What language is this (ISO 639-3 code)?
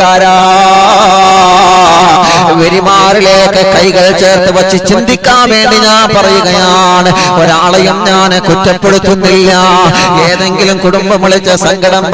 mal